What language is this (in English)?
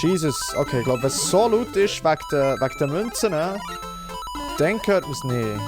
Swiss German